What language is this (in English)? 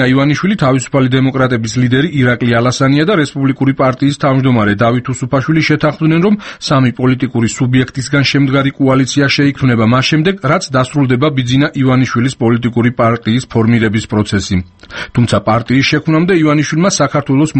Georgian